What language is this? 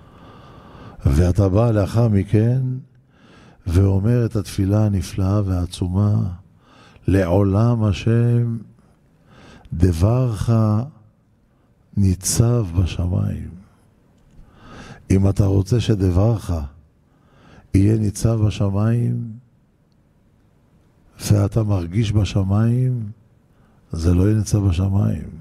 Hebrew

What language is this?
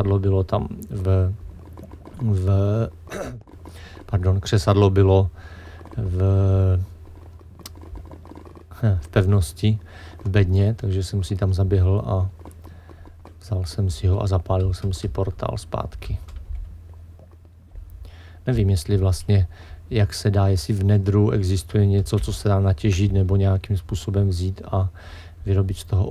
Czech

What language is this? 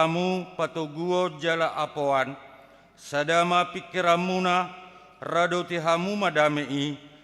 Batak Toba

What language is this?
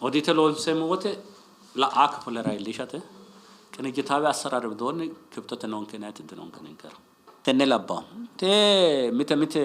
Sidamo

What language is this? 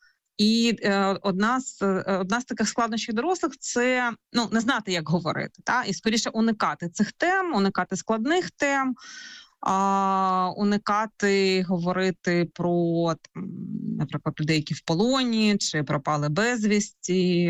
Ukrainian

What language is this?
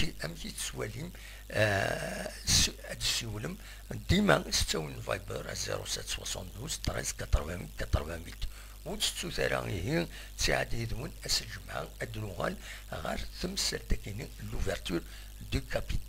Kabyle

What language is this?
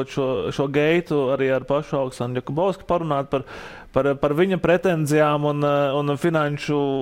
Latvian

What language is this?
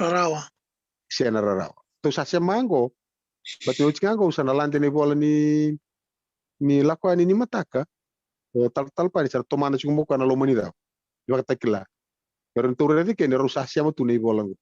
Fijian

